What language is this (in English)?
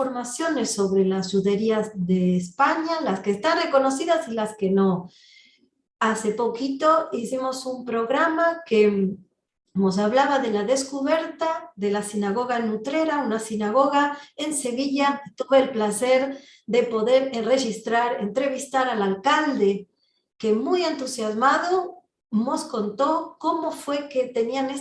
Ladino